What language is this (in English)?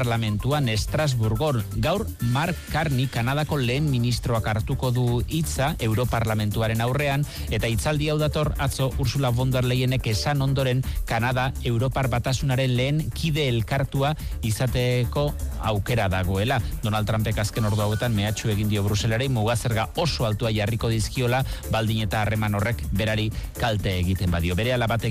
Basque